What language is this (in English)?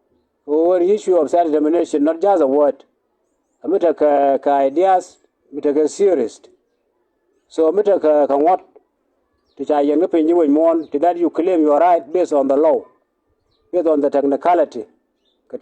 Nuer